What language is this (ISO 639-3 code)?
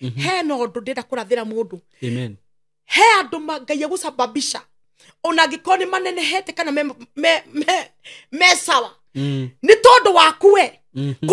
kik